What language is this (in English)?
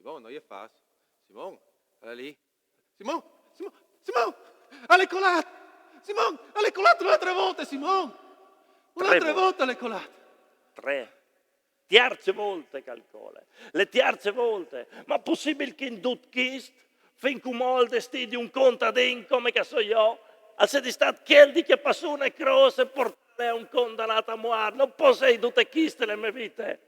Friulian